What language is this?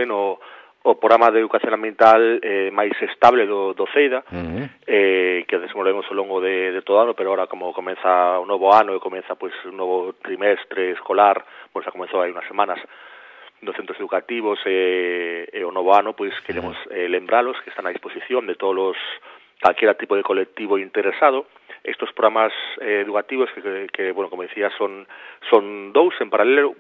Galician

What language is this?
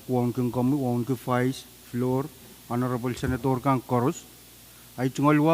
Pohnpeian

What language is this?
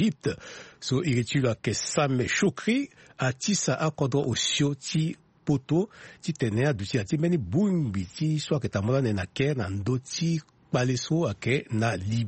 Sango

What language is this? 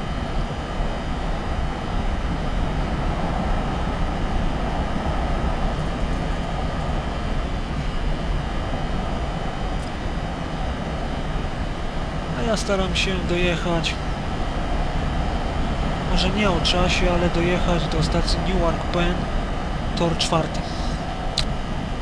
Polish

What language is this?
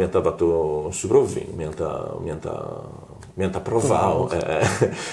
Sardinian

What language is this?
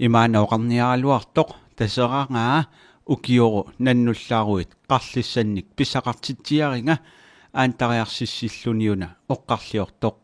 Kalaallisut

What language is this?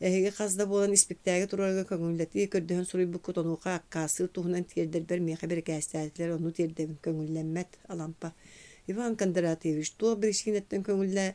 Yakut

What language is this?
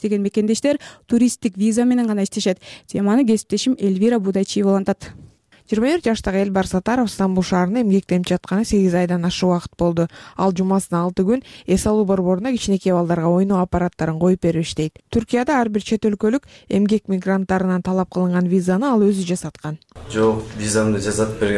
Kyrgyz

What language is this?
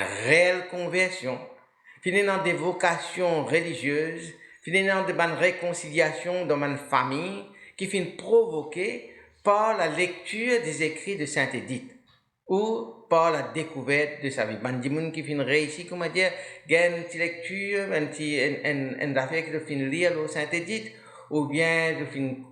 Morisyen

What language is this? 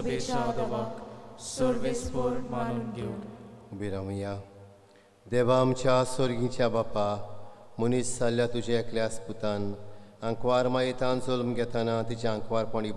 Konkani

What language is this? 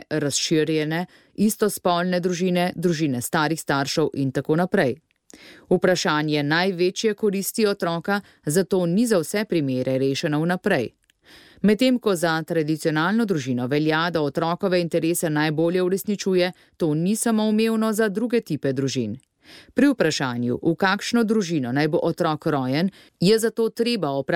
Slovenian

